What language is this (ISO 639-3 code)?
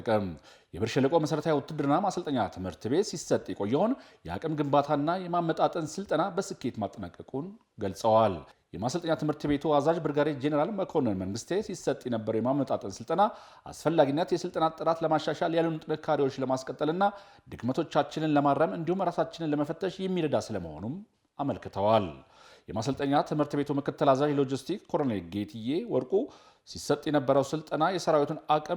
amh